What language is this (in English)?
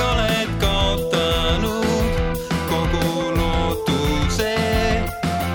Estonian